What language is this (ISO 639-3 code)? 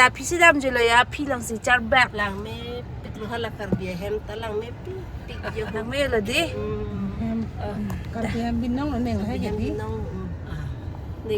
mjw